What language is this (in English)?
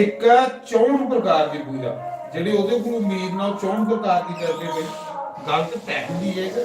Dogri